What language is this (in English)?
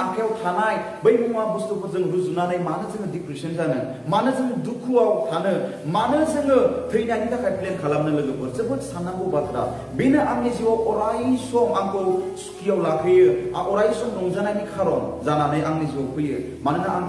Bodo